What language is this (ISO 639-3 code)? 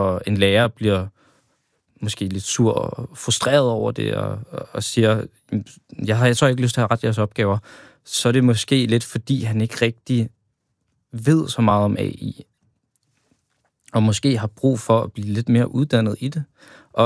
dan